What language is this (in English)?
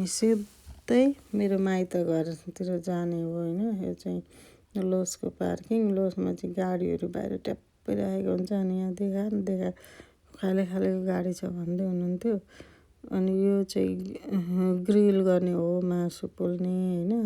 Nepali